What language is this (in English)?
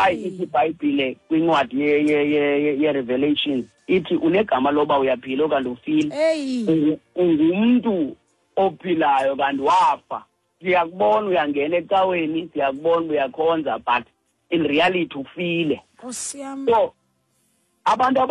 Xhosa